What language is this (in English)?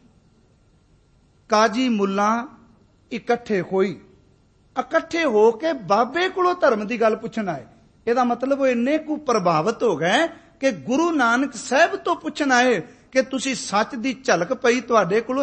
Punjabi